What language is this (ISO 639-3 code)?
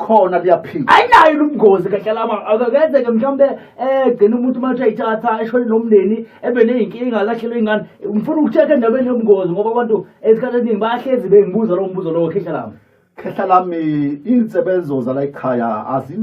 zul